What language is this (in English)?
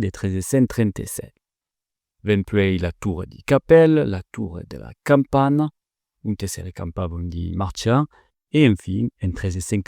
Occitan